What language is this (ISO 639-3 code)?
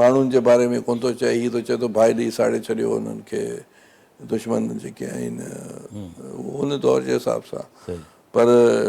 snd